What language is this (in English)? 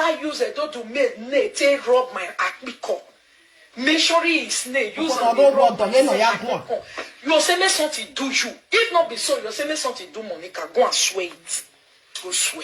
Nigerian Pidgin